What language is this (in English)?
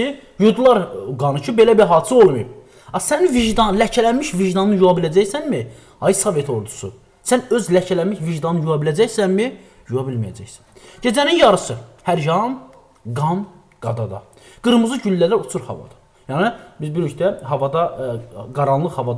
Azerbaijani